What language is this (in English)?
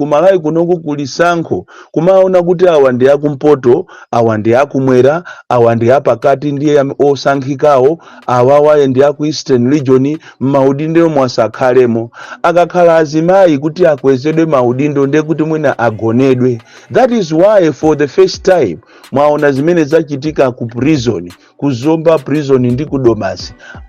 Nyanja